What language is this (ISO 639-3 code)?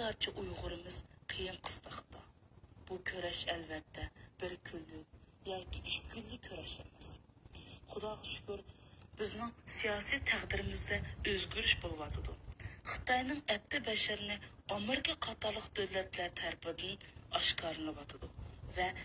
uig